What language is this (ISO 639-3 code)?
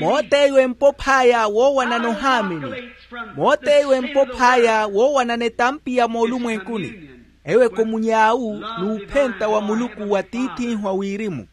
vmw